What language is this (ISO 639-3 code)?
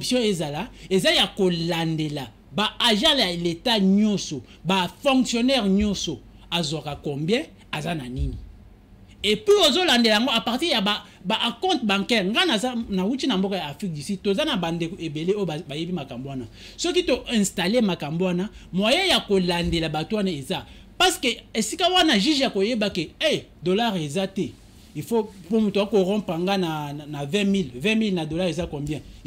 lin